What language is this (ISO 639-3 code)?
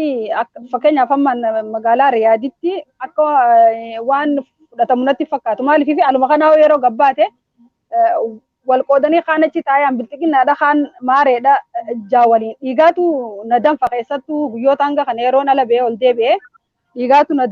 orm